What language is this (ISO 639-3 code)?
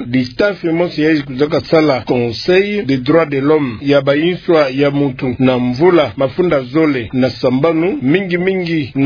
ktu